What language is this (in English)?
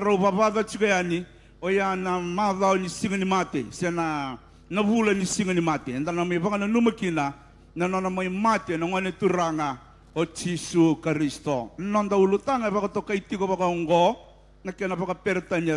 Fijian